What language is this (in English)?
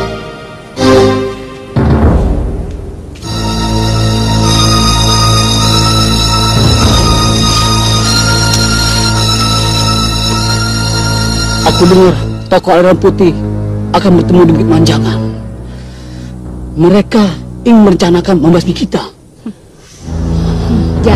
Indonesian